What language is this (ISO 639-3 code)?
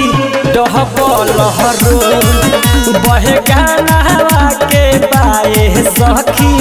bho